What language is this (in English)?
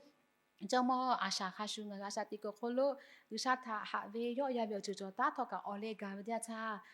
Lahu